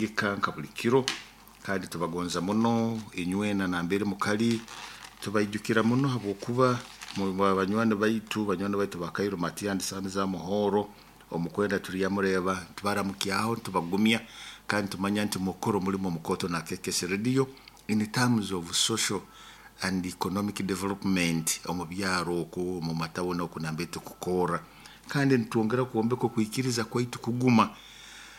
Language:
Nyoro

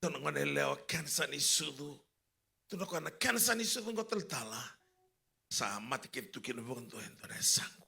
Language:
Fijian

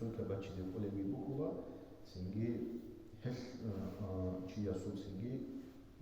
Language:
Avaric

